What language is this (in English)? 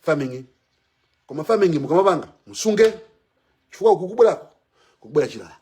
Nyanja